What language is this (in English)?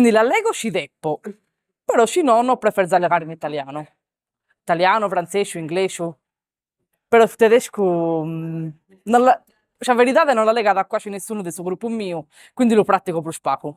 Sardinian